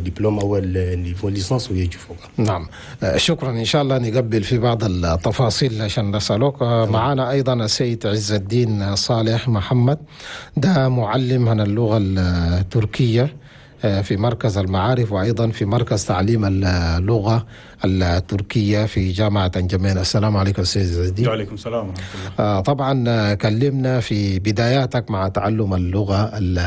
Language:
Chadian Arabic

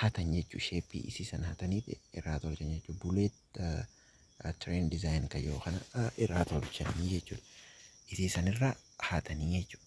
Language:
Oromo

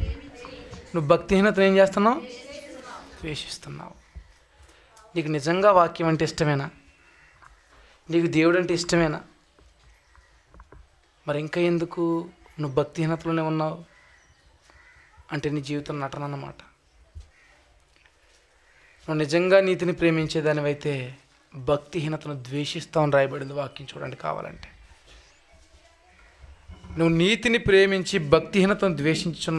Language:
Telugu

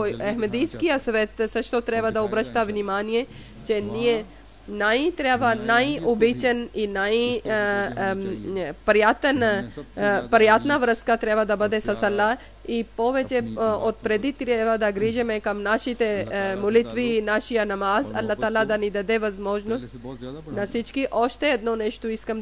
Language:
Bulgarian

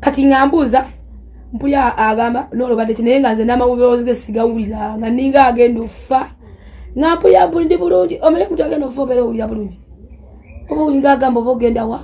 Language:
Ganda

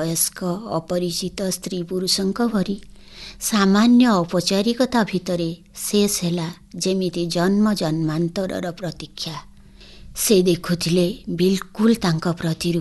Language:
Odia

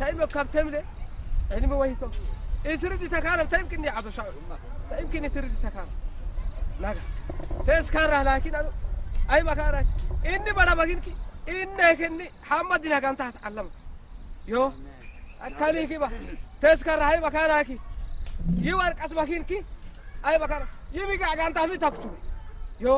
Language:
Saho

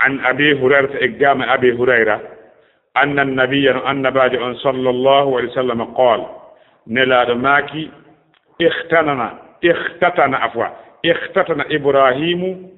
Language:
Fula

